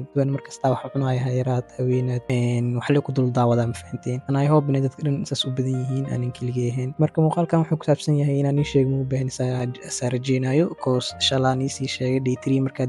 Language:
Somali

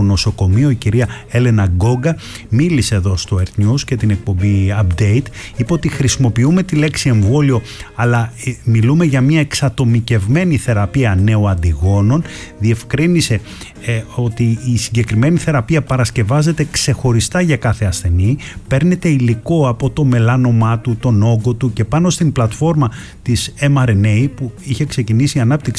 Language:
Greek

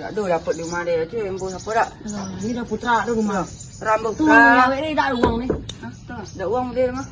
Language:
Minangkabau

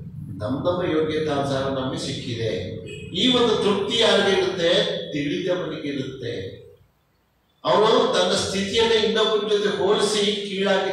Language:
Kannada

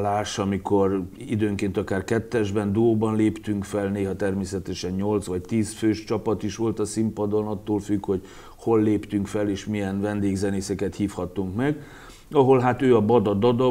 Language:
Hungarian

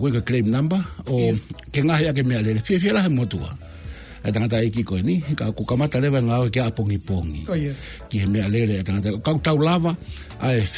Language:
Tongan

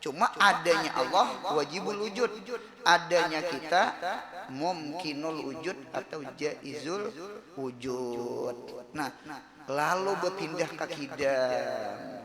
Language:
Banjar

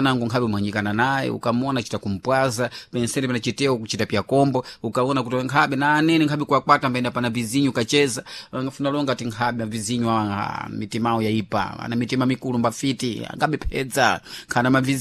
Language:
Sena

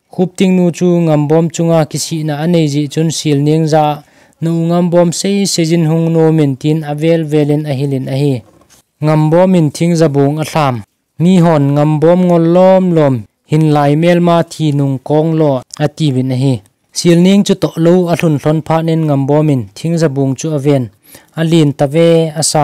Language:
Thado Chin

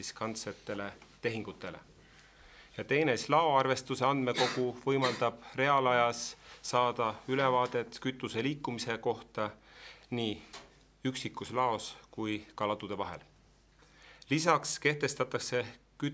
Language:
Estonian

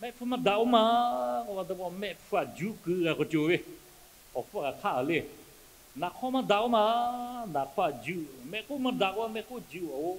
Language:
Lahu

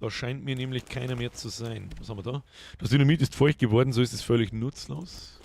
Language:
Bavarian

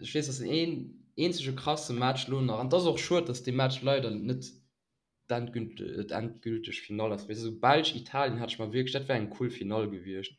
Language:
Luxembourgish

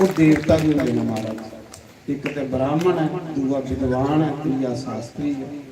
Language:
Dogri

